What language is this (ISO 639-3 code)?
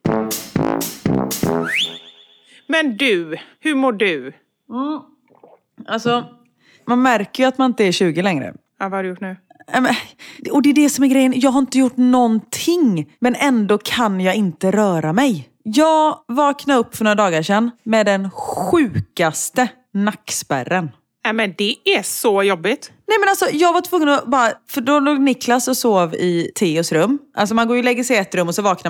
swe